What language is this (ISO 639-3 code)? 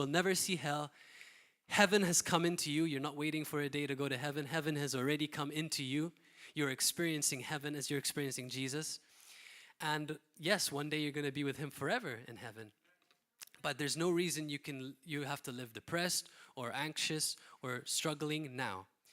eng